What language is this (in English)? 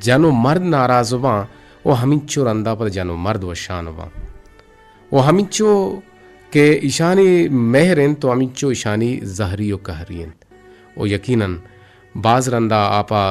Eastern Balochi